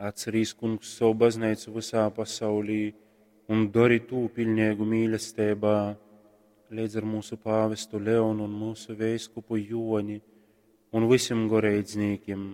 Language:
Latgalian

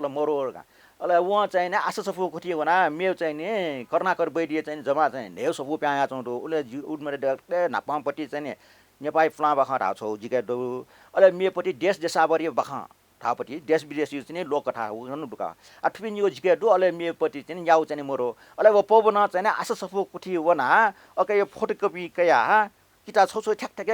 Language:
Newari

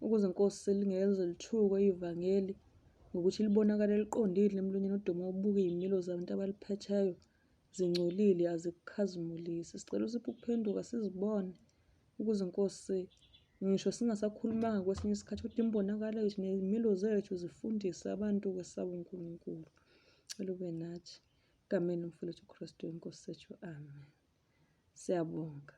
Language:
Zulu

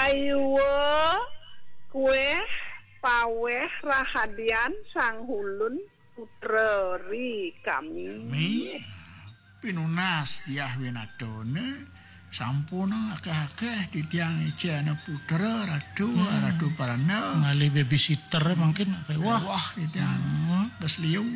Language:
Balinese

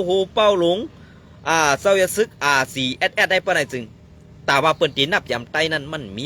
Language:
Shan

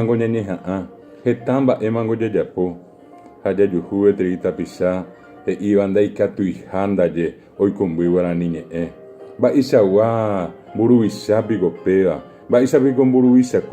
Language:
Guarani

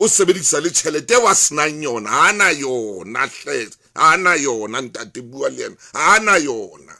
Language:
Southern Sotho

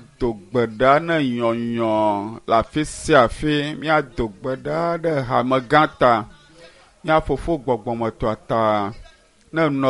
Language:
Ewe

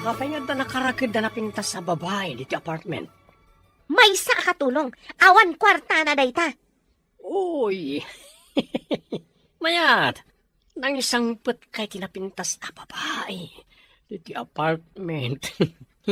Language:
Iloko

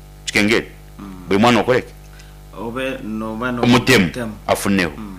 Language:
Nyankole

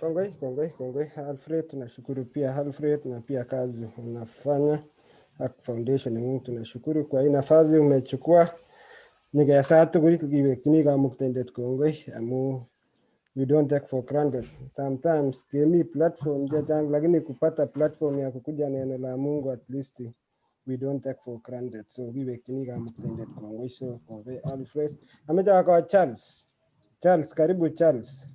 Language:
Kalenjin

